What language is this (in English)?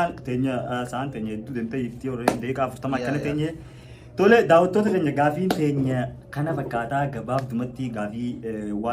Oromo